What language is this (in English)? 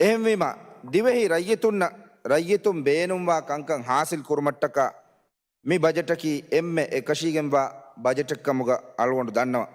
Divehi